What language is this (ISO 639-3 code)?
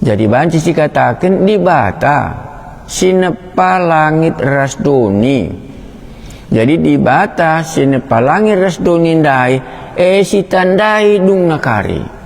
btx